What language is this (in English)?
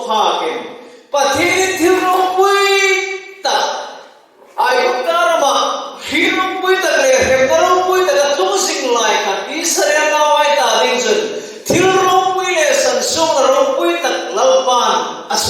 Hmar